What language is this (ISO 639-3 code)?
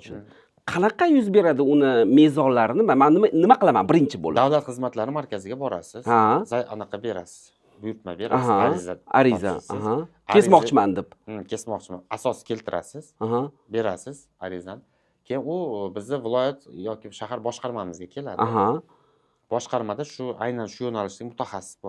uzb